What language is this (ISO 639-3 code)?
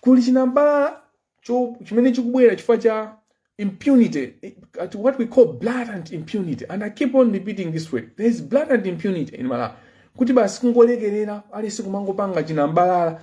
nya